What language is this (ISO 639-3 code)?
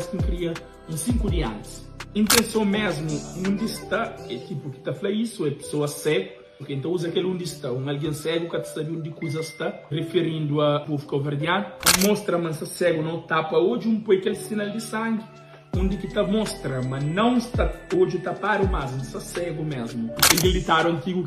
kea